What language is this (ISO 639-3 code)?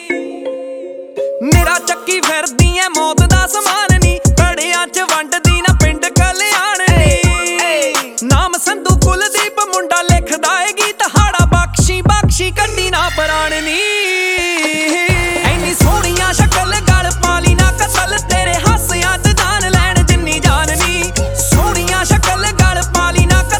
pan